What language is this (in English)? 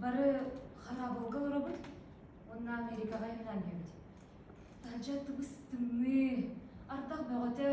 Yakut